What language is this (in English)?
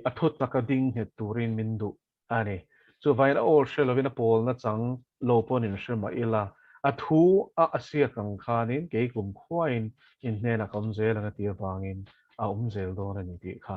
Mizo